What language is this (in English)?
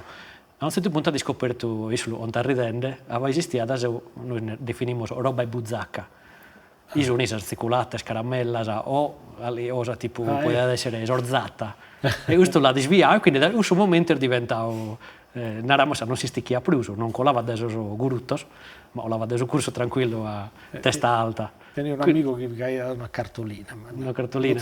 Sardinian